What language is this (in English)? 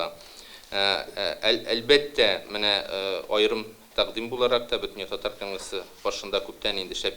Tatar